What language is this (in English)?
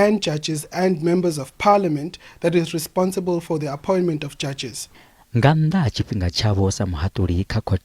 Venda